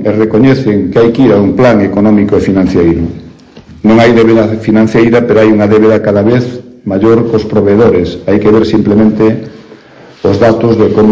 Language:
Galician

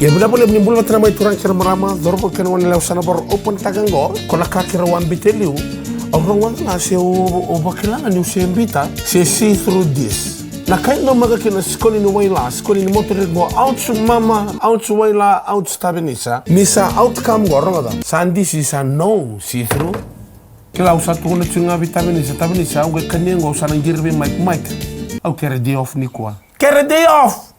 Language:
Fijian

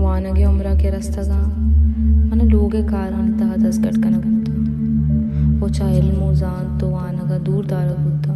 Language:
Baluchi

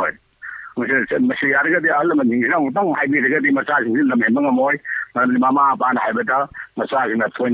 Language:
Manipuri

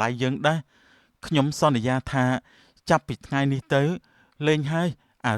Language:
Khmer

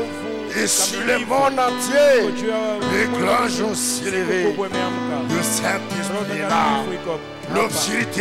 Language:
Swahili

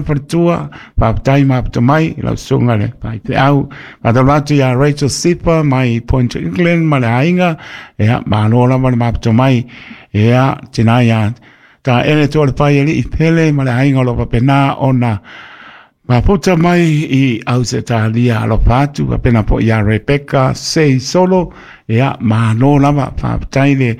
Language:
Samoan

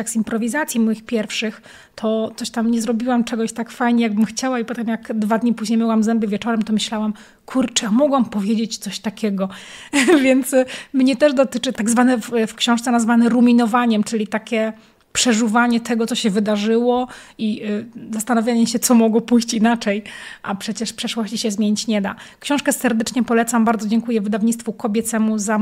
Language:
Polish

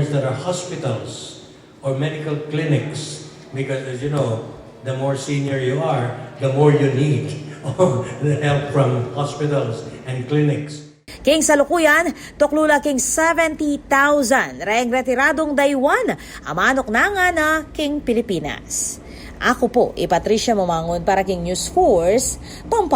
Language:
Pampanga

